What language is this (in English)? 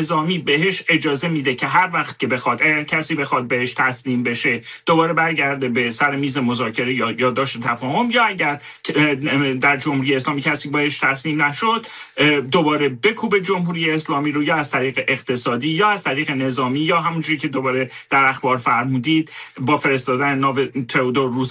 Persian